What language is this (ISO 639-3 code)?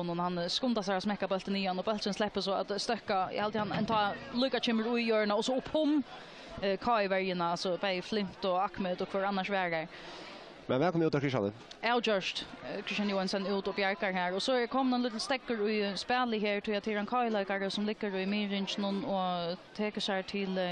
fao